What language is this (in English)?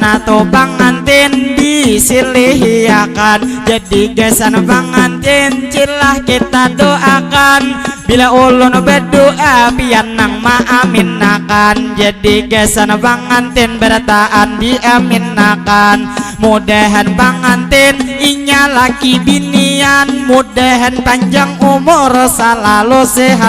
Banjar